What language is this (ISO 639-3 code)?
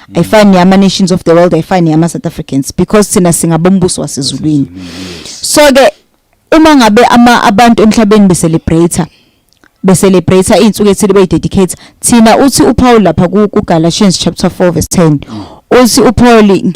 zul